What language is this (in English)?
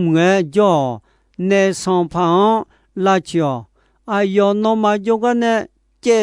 Akha